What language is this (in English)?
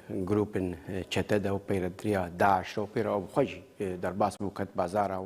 Kurdish